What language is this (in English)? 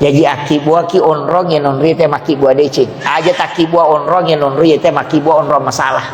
Buginese